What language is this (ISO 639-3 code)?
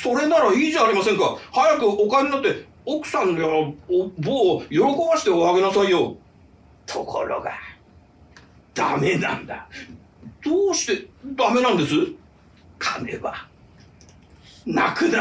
jpn